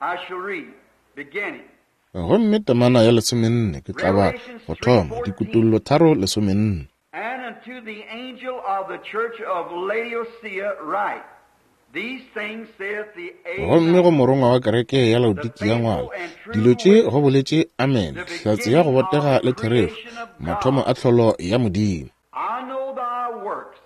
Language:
Northern Sotho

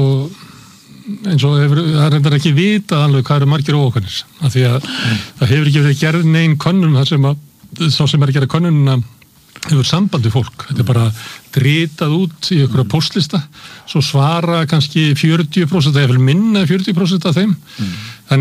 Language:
Icelandic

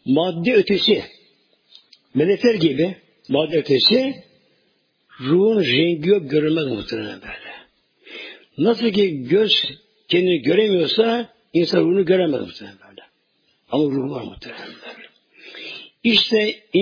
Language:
Turkish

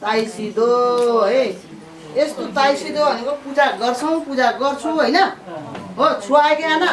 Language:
Nepali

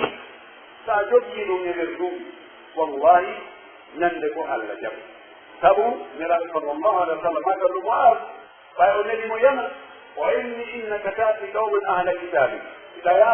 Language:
Pular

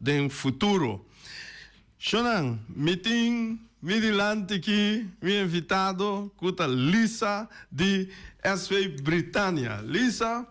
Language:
Papiamento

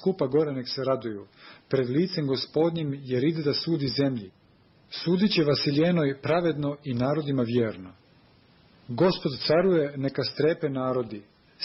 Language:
Serbian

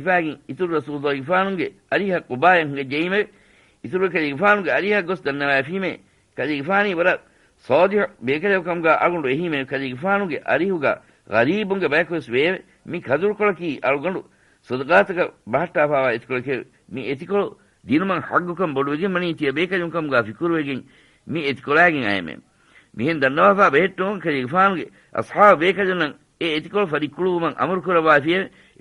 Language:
Divehi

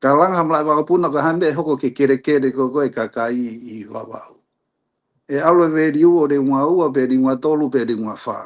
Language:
Tongan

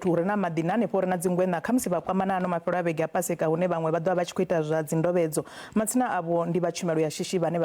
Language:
Venda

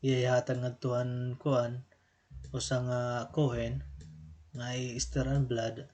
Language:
Waray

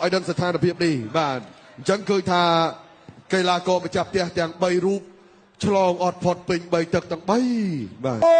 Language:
Khmer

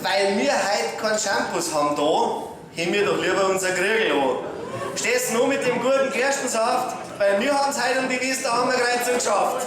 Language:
Bavarian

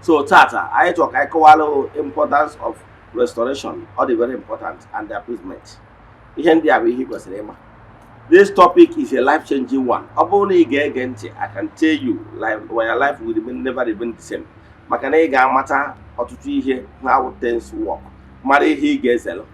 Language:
Igbo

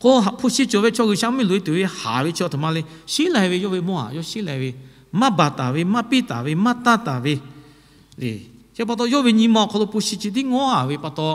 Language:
Lahu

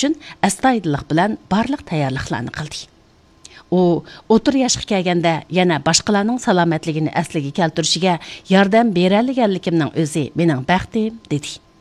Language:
Uyghur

